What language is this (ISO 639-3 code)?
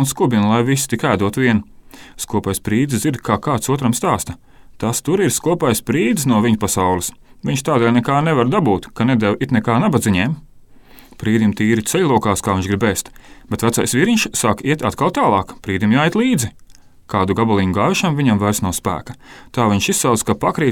lav